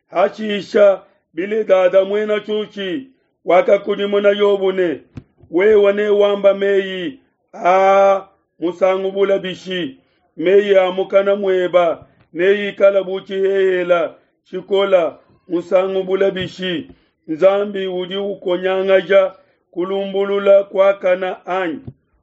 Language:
Luba-Lulua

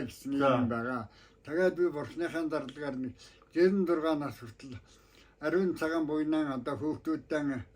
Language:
Mongolian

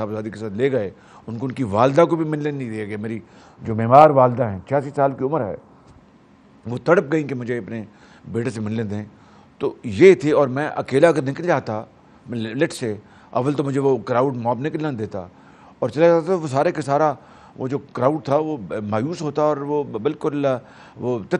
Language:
Urdu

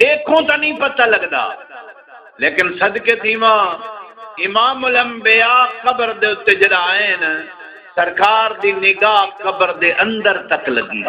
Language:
Saraiki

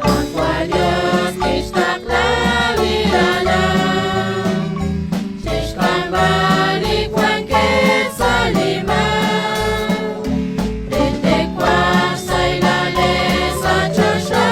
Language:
Kekchí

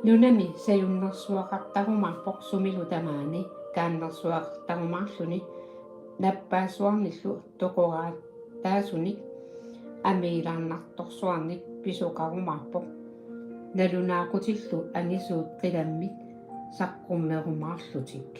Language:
Kalaallisut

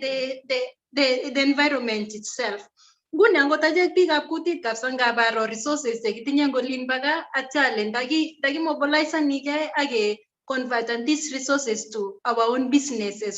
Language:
Kalenjin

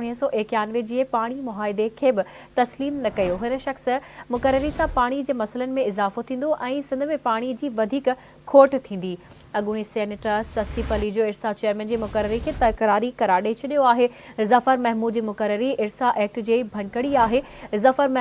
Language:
Sindhi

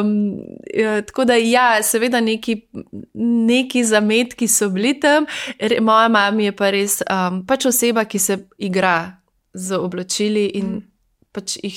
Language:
Slovenian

